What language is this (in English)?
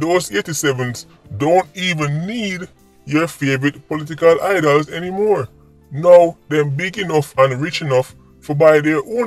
Jamaican Creole English